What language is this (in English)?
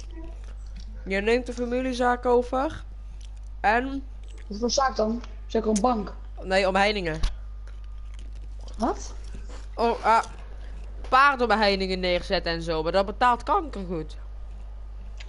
Dutch